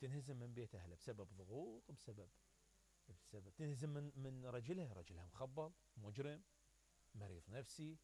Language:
Mesopotamian Arabic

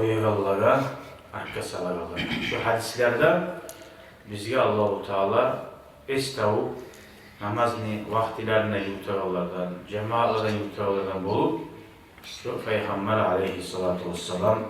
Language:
Kumyk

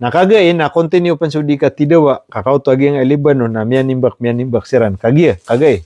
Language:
Maranao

